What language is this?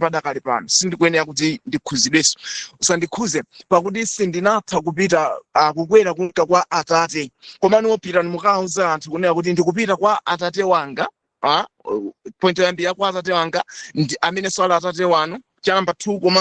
Nyanja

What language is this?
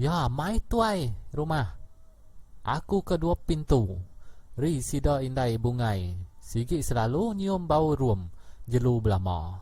Iban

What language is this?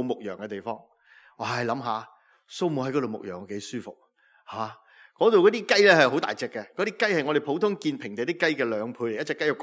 Cantonese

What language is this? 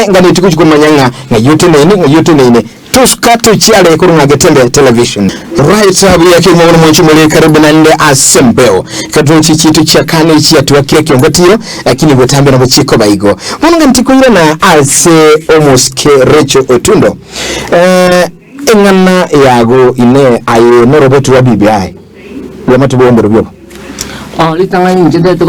Gusii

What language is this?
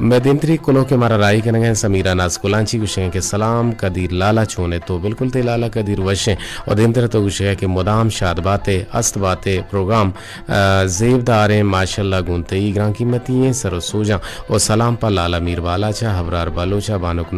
Eastern Balochi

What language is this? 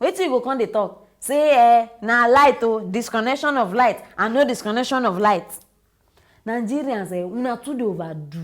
Nigerian Pidgin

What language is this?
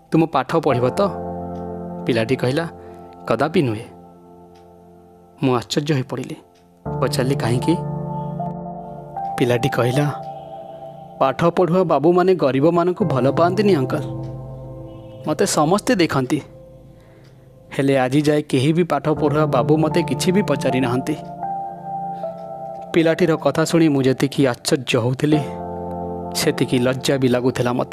Odia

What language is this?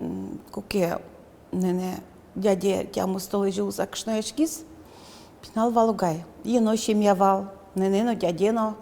Udmurt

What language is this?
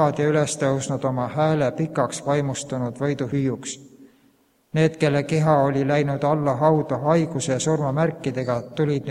Estonian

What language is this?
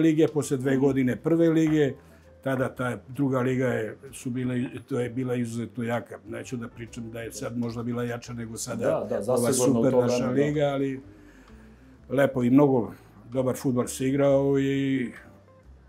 Serbian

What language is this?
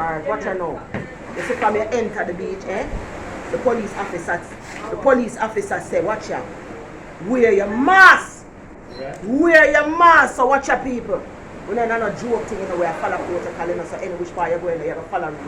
Jamaican Creole English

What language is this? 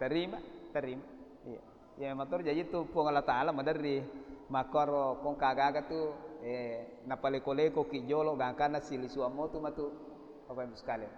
Buginese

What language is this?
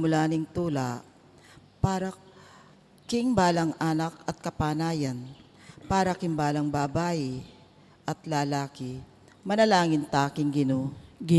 Pampanga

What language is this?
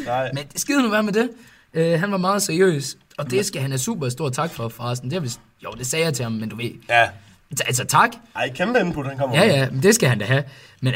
Danish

